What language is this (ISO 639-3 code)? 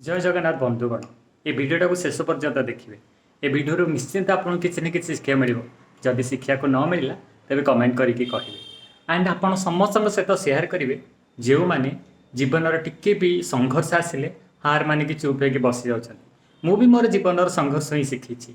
ori